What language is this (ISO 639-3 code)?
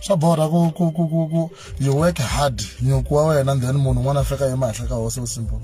tso